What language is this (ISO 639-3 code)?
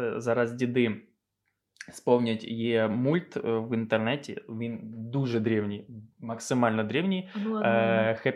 ukr